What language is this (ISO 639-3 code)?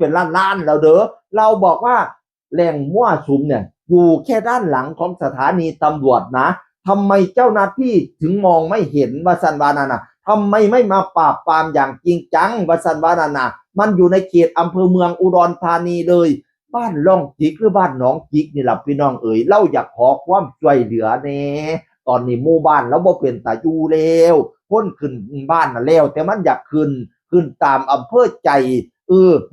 tts